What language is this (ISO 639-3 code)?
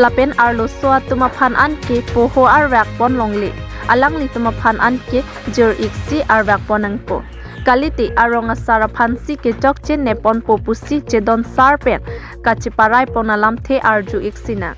mjw